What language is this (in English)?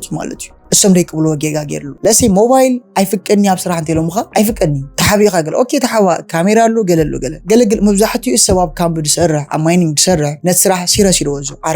Tigrinya